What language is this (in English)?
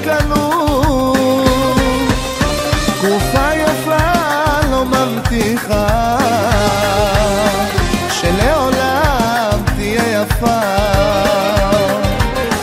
Hebrew